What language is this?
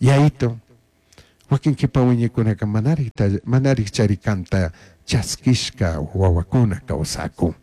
Chimborazo Highland Quichua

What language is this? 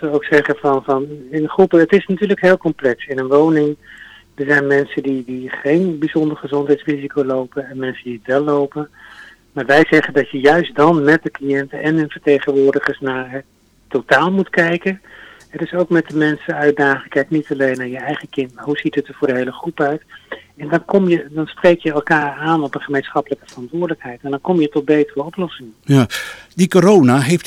Dutch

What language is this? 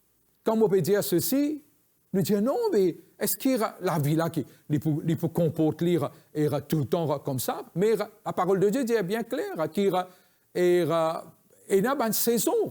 Morisyen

